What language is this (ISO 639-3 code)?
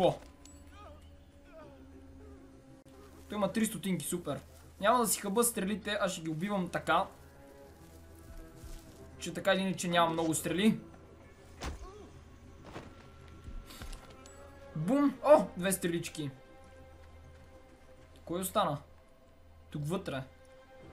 bul